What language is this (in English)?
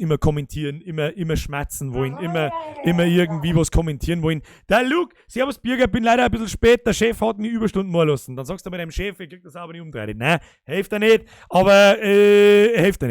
Bavarian